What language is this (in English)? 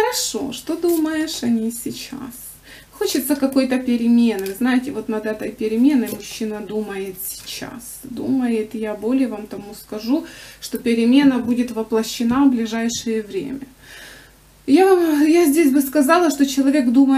Russian